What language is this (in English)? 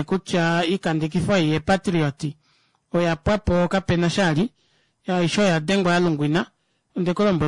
Kuanyama